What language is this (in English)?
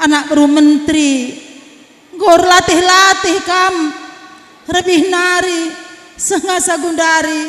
Batak Karo